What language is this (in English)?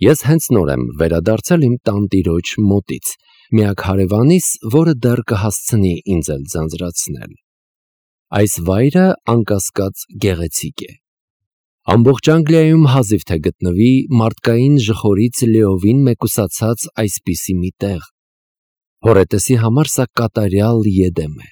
Armenian